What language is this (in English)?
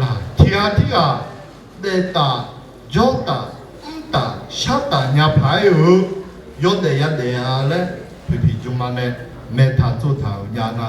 Akha